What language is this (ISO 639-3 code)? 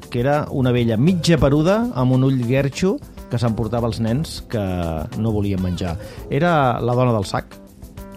cat